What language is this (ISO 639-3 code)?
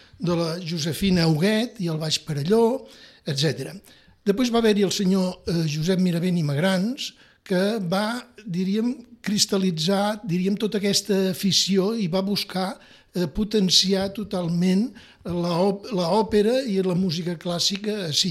cat